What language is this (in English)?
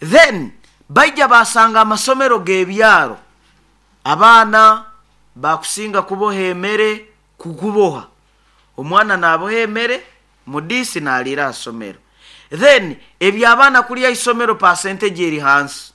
Nyoro